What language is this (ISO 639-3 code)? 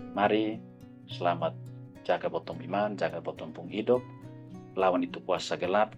mkn